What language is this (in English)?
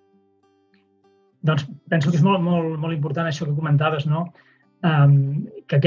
Catalan